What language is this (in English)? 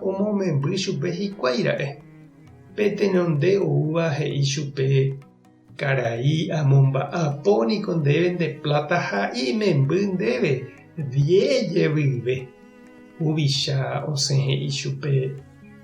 Guarani